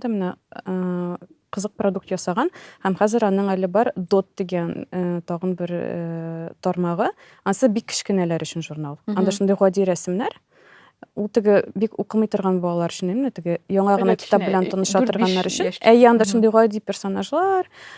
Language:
Tatar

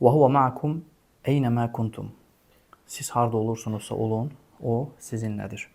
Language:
Azerbaijani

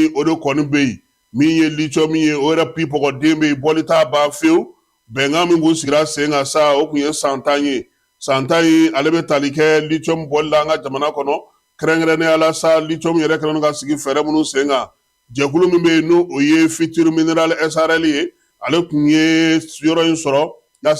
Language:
Bambara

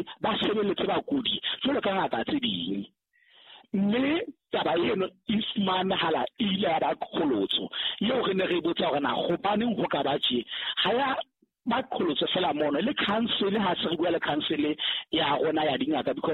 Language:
Southern Sotho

